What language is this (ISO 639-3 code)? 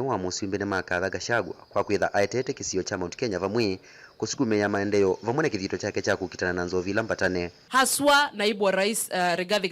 kam